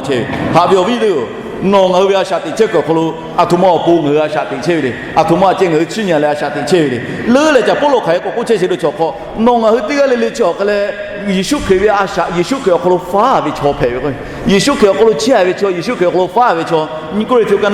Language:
Lahu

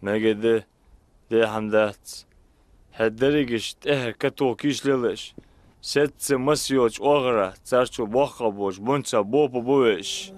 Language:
Ingush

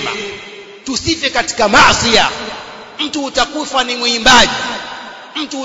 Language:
Swahili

